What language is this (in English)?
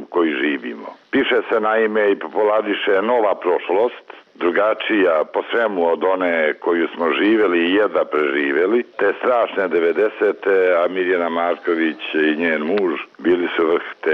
Serbian